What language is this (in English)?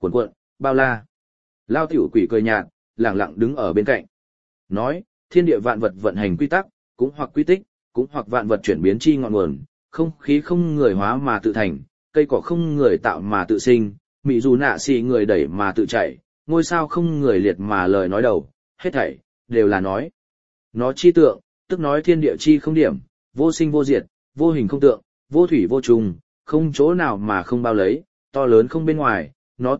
Vietnamese